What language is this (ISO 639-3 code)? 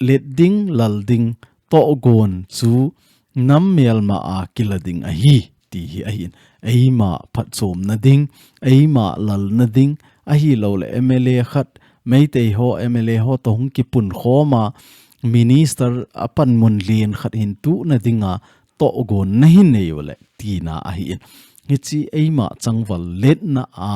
tcz